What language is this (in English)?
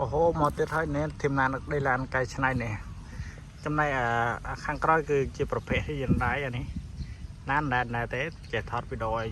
Khmer